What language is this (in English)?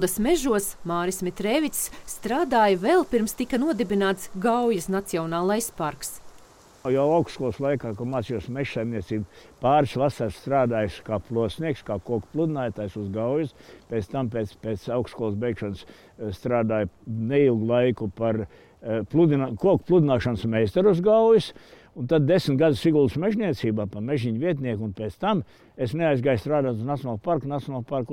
Latvian